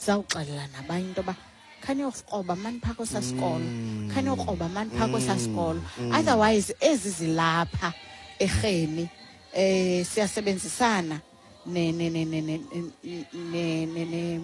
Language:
Xhosa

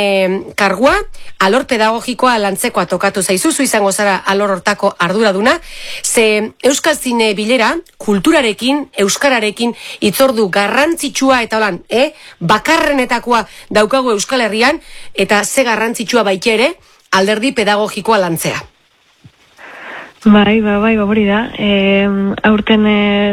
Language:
Basque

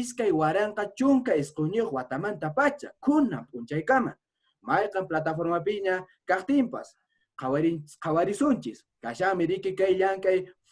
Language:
Quechua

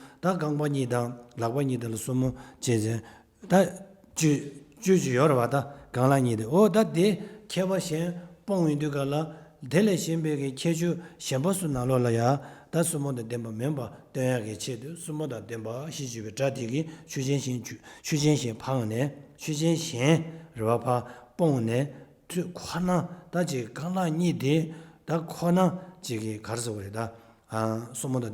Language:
Tibetan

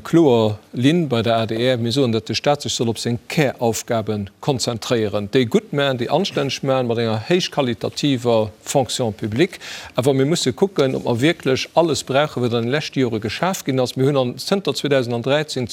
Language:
Luxembourgish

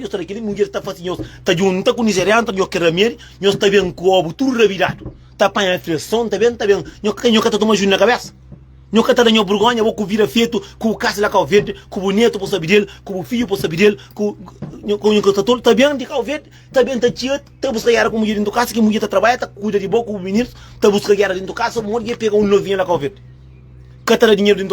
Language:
Kabuverdianu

